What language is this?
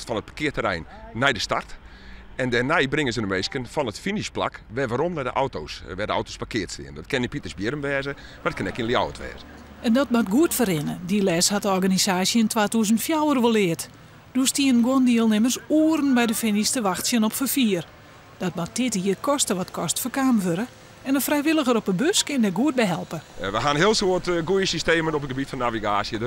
Western Frisian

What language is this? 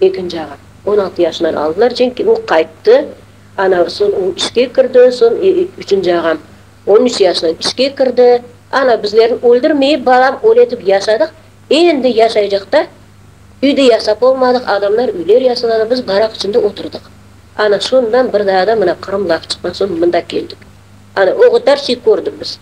Crimean Tatar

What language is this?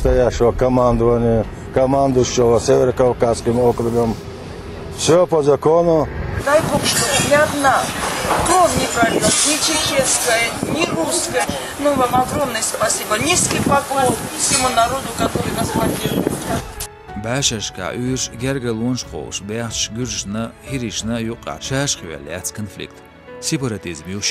Chechen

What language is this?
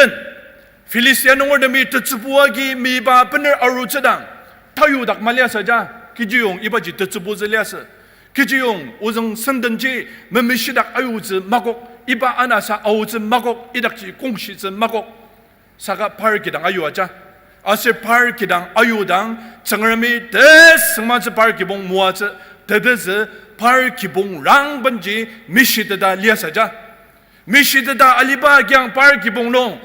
Ao Naga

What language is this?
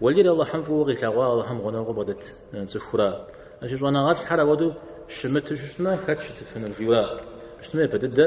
Kabardian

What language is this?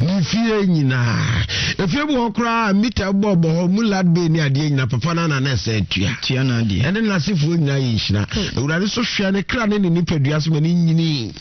Akan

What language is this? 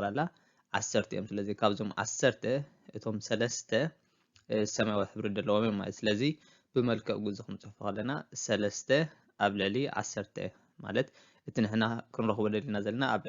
Tigrinya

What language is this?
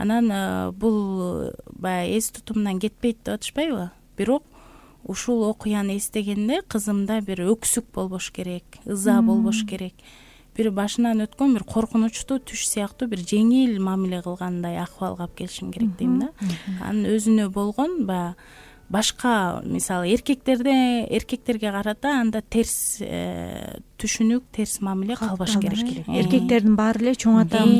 Kyrgyz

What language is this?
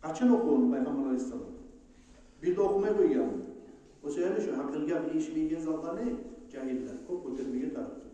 Kumyk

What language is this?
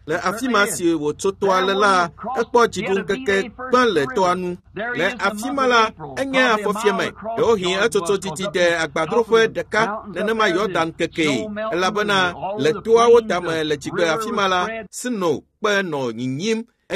Ewe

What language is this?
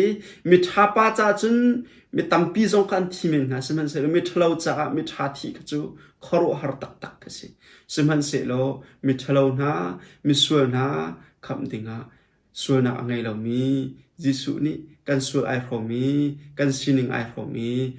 Hakha Chin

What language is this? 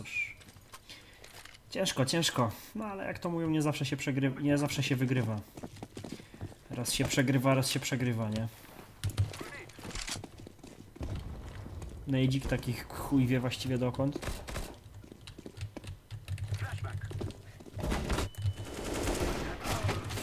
Polish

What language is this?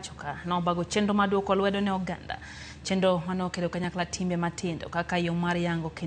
Luo (Kenya and Tanzania)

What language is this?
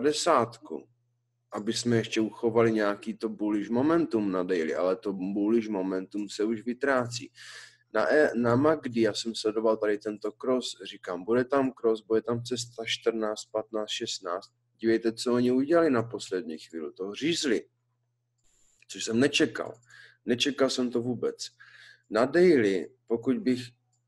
Czech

